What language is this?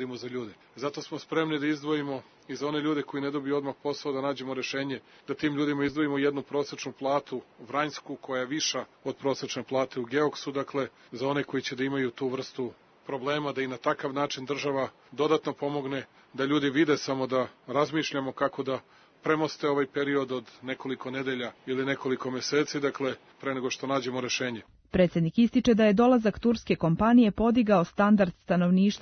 Serbian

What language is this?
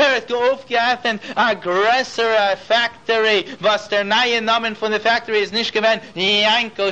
Yiddish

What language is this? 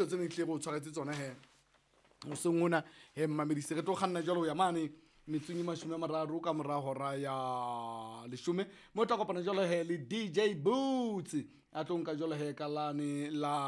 Southern Sotho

